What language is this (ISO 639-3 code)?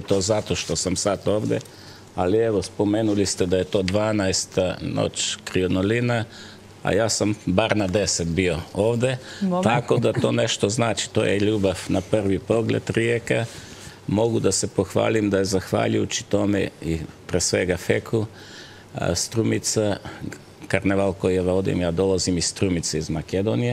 hrv